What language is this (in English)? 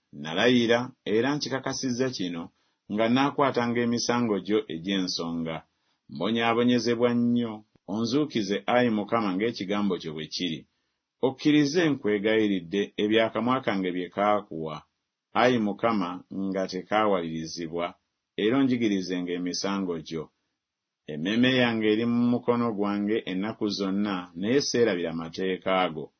Ganda